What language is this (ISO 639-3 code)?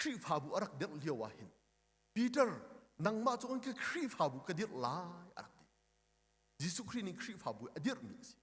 cnh